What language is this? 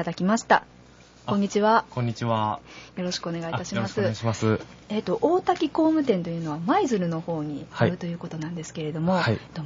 Japanese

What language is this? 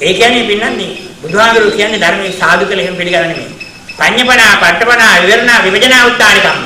Sinhala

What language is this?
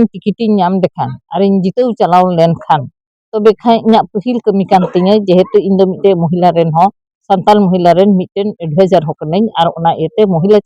Santali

